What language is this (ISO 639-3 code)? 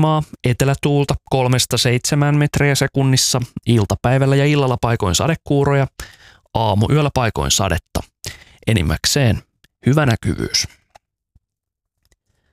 fin